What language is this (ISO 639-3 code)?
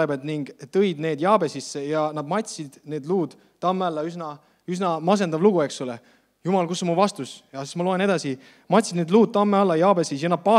est